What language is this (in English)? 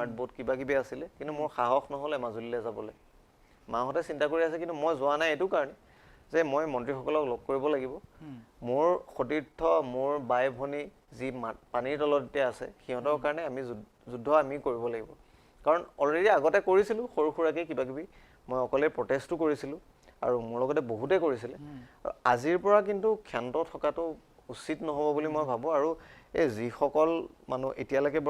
Assamese